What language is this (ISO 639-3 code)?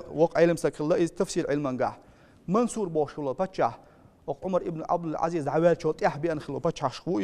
che